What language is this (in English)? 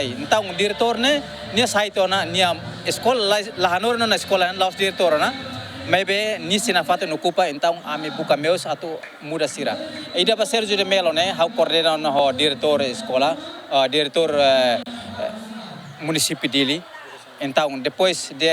Tetum